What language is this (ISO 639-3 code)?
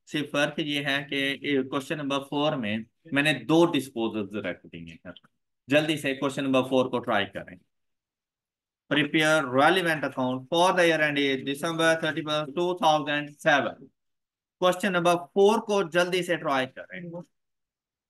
hin